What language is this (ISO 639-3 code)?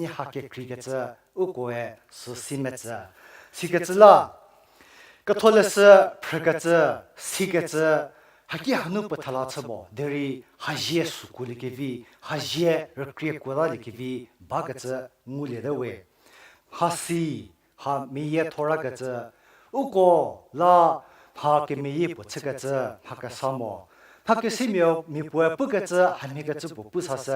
njm